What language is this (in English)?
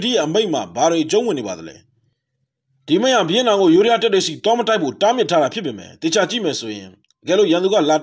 Burmese